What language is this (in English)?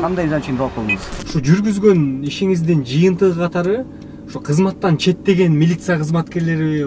Kyrgyz